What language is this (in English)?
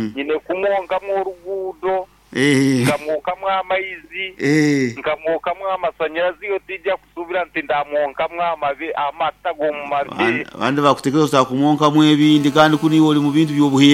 Nyankole